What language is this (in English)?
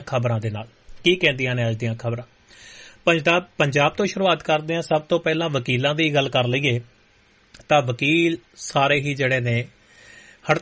Punjabi